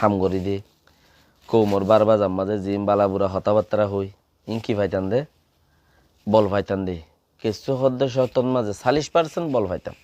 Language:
Rohingya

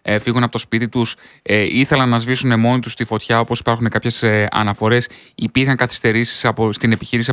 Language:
Greek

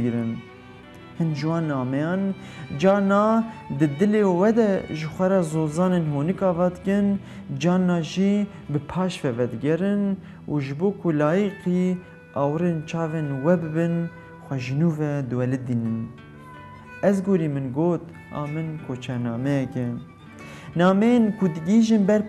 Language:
Kurdish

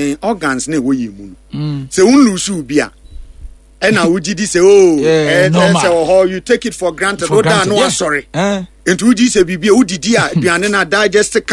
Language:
Akan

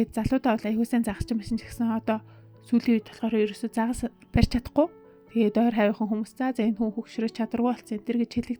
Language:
Mongolian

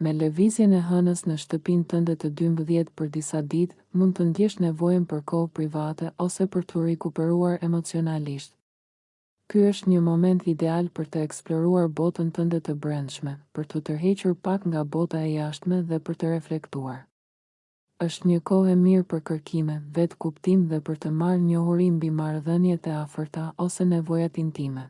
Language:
Albanian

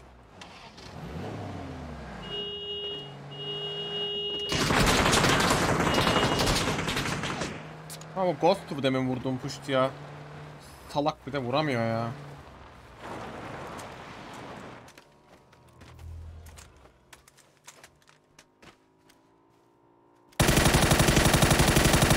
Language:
Turkish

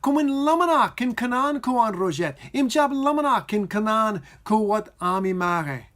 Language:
Marshallese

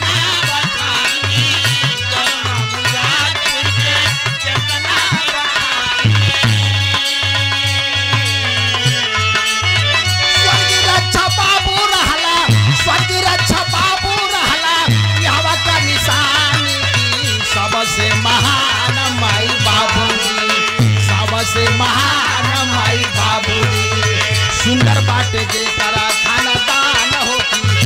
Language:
Bhojpuri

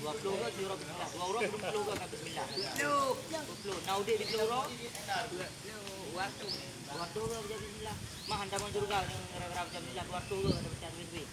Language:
Achinese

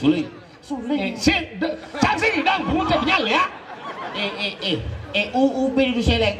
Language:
Balinese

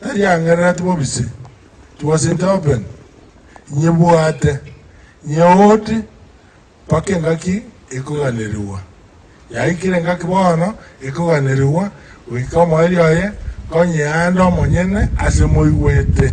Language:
Gusii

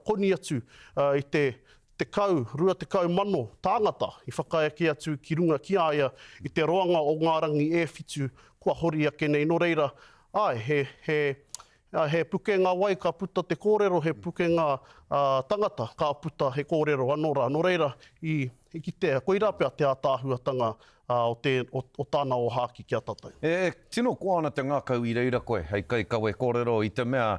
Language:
Māori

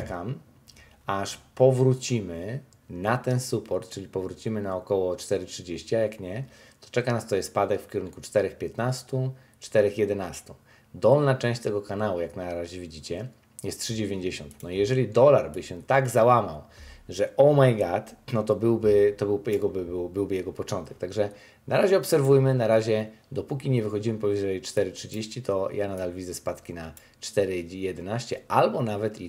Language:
Polish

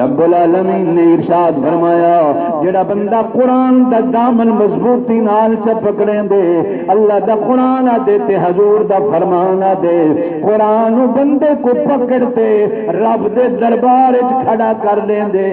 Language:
Saraiki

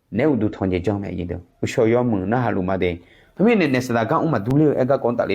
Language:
Akha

